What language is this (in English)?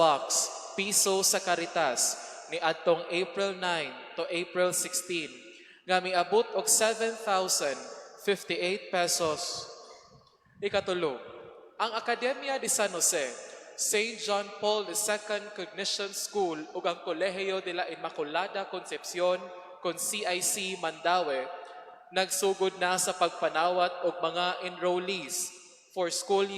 Cebuano